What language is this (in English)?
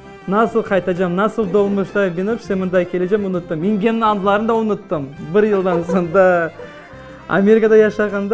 Crimean Tatar